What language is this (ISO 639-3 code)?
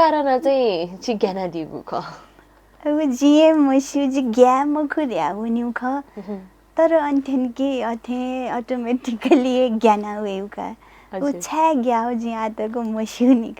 new